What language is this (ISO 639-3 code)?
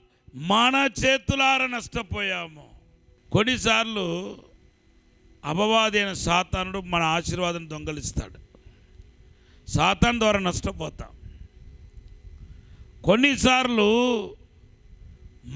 tel